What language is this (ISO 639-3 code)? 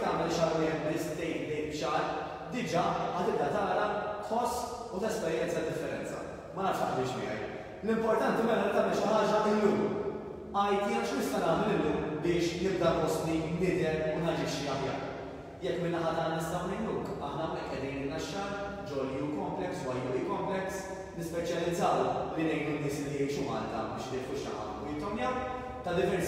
mlt